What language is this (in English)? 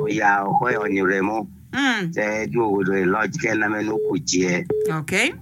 Acoli